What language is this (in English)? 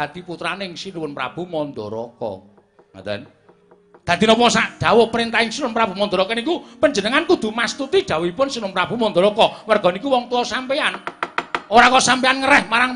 Javanese